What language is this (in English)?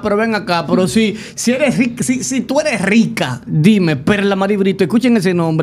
Spanish